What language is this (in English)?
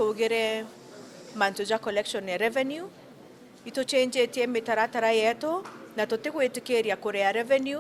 Meru